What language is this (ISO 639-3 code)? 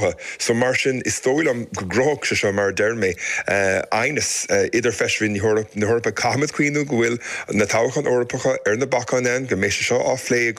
gle